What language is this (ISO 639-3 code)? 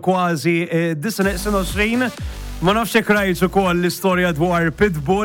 mlt